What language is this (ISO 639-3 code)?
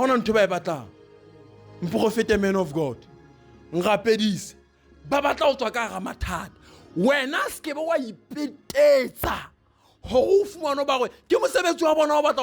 sot